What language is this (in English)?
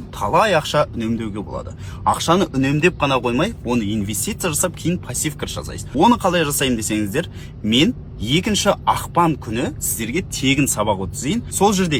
Kazakh